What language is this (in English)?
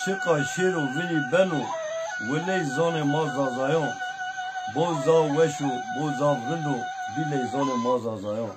Zaza